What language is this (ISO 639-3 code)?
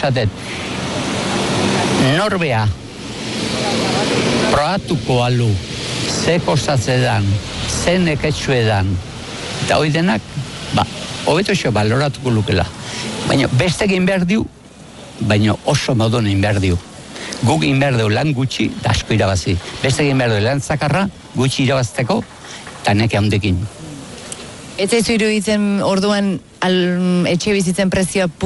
eus